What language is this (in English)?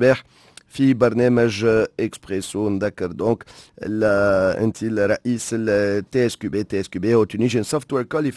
Tunisian Arabic